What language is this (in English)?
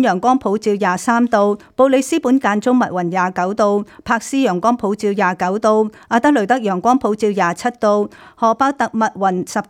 Cantonese